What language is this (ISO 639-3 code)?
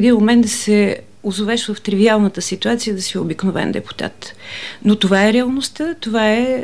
bul